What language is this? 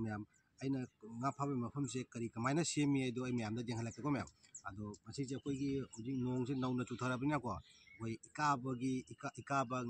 Manipuri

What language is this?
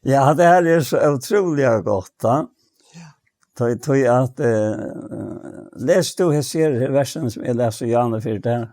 Faroese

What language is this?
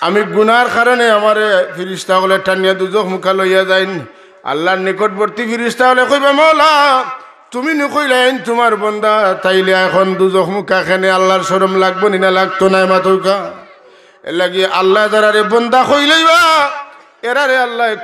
Sylheti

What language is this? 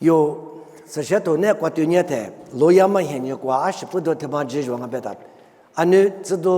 Lisu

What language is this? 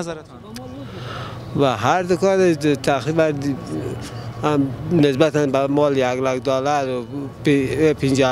Persian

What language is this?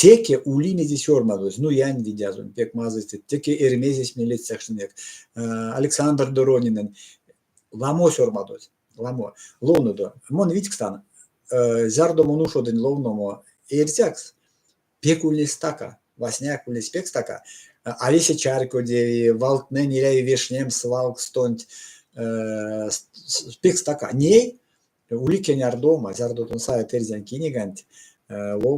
Erzya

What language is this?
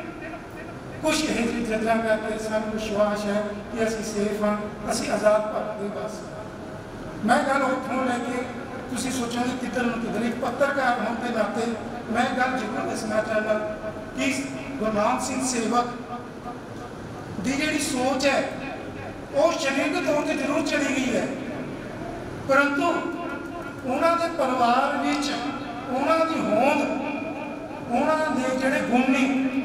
Punjabi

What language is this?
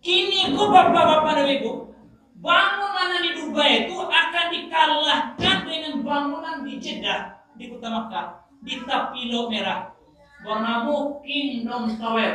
Minangkabau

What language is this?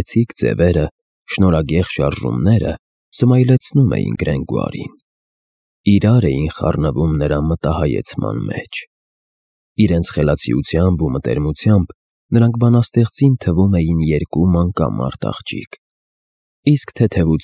Armenian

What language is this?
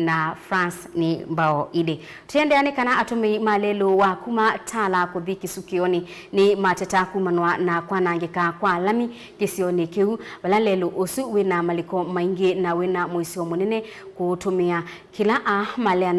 Kamba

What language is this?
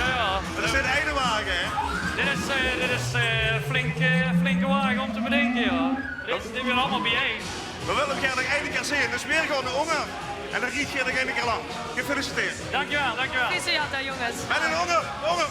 Limburgish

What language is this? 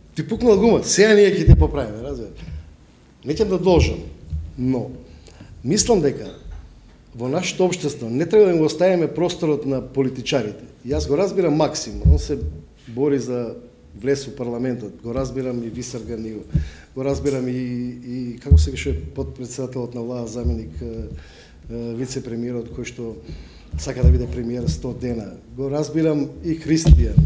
Macedonian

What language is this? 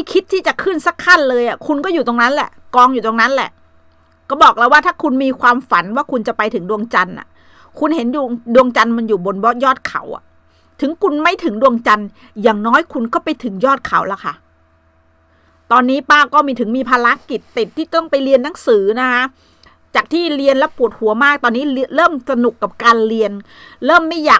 Thai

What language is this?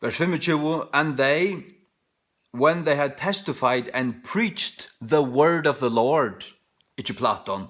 Faroese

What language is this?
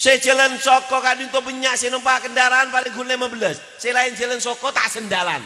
Madurese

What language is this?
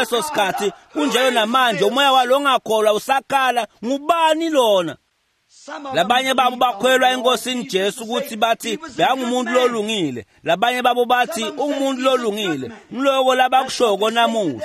Swati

